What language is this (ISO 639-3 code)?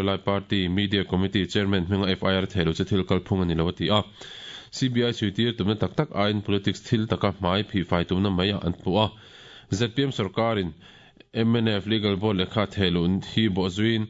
lus